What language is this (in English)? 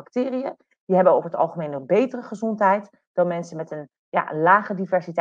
Dutch